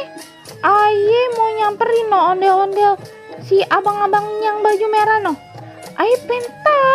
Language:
Betawi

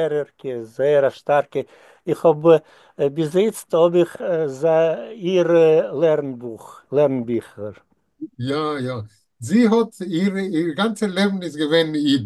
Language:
Yiddish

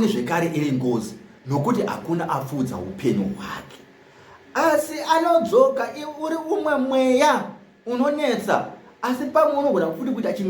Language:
Shona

